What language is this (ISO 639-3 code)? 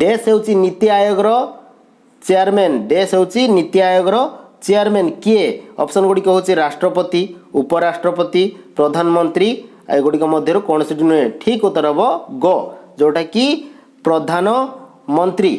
ori